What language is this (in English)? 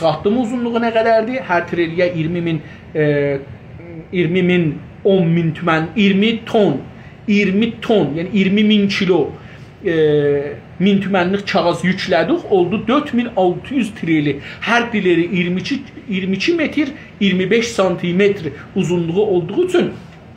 South Azerbaijani